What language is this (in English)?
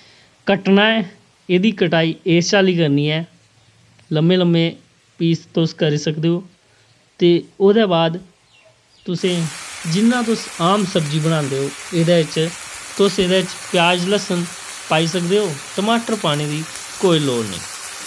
Dogri